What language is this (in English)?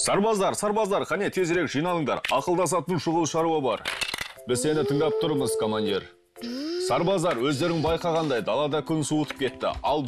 Kazakh